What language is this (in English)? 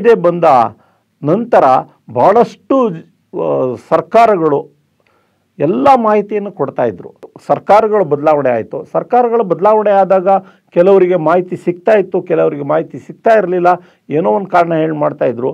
Kannada